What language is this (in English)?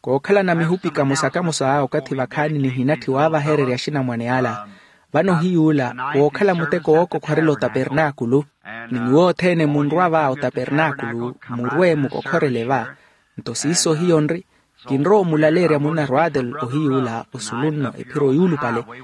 Makhuwa